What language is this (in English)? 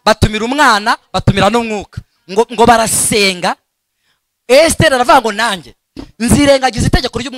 Kinyarwanda